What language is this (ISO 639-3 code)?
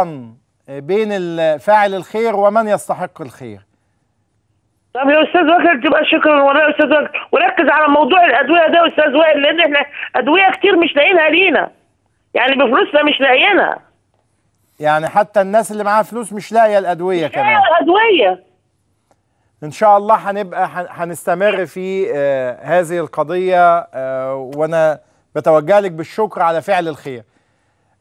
arz